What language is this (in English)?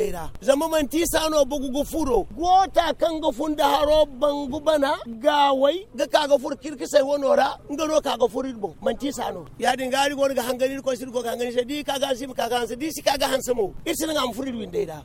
Zarma